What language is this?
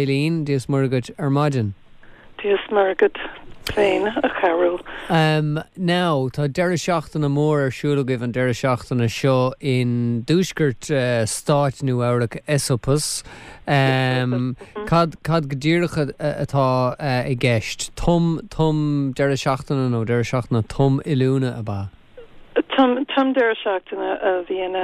Irish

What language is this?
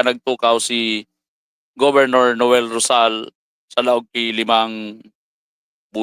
Bikol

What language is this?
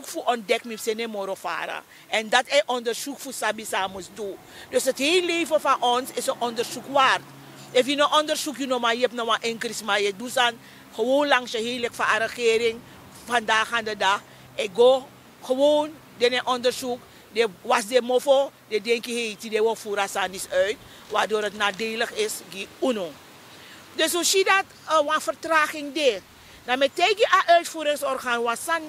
Sranan Tongo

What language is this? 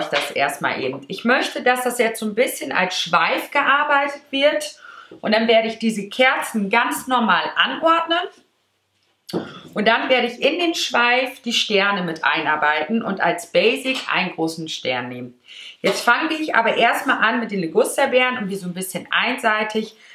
German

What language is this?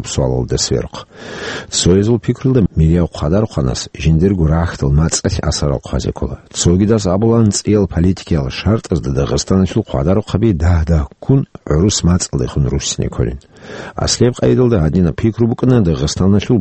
Avaric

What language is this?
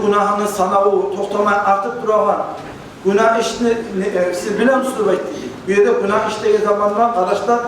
Kumyk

